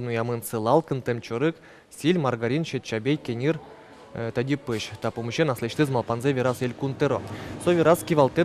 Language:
Udmurt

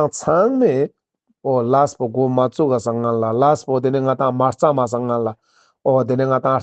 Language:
Ladakhi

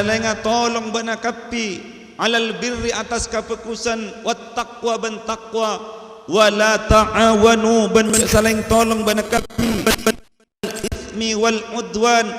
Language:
Madurese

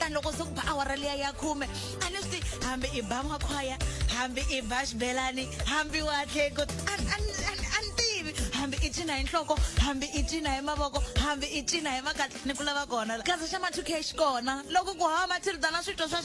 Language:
Tsonga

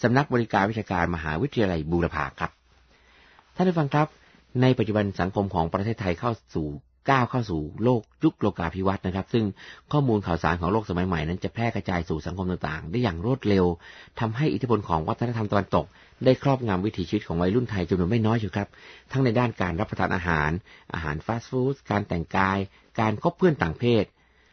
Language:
Thai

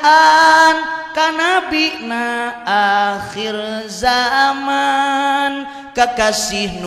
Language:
Sundanese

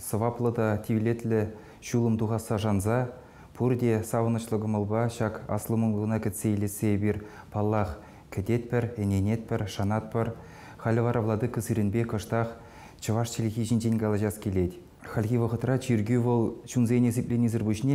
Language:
Chuvash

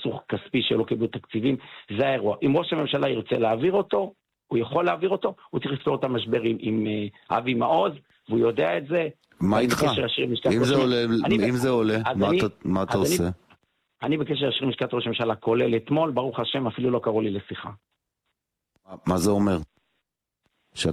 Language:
Hebrew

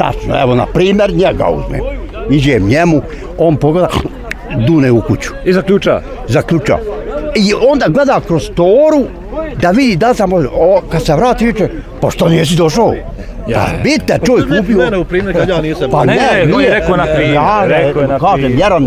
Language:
Bosnian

